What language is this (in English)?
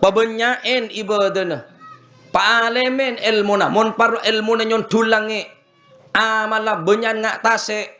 Madurese